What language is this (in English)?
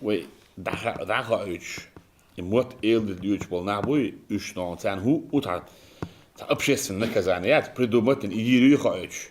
Chechen